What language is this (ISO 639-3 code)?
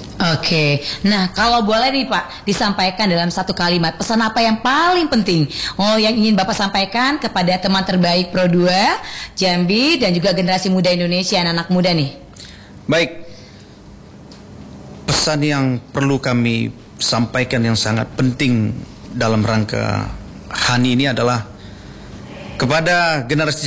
ind